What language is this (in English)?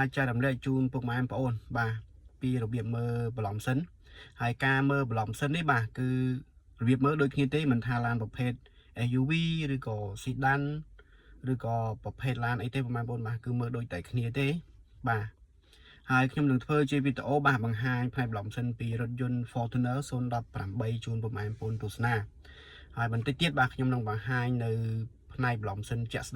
Khmer